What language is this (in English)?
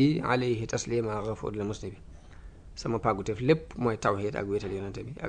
Wolof